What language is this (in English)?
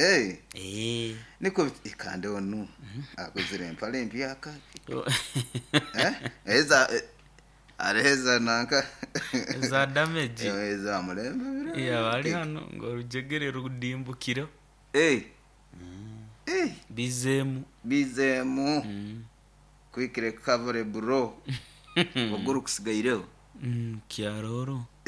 Nyoro